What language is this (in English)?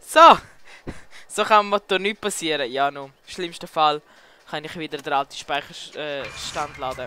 Swiss German